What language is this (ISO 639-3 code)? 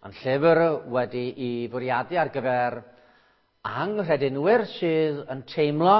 cym